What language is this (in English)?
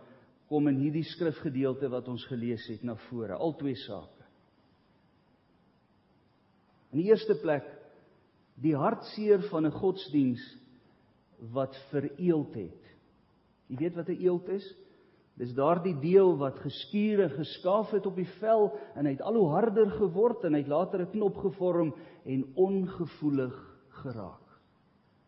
Afrikaans